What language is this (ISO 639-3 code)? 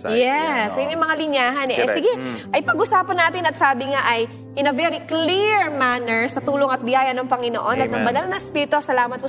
fil